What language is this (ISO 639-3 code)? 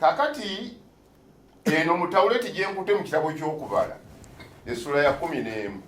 lug